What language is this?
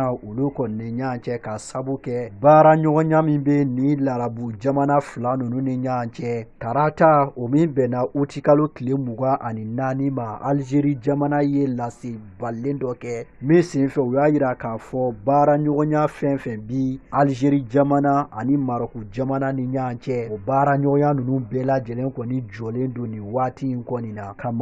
Bambara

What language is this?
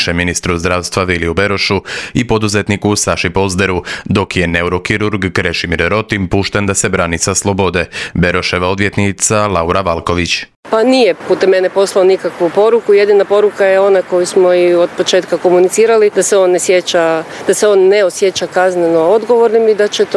Croatian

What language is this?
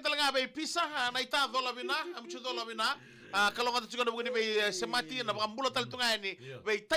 Fijian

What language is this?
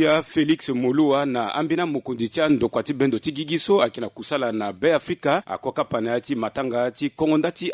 Sango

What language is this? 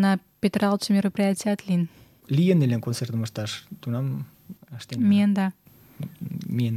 Mari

